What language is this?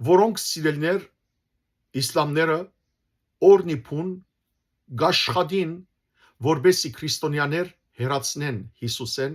Western Armenian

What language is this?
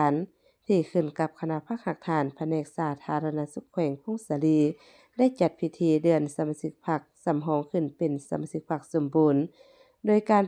Lao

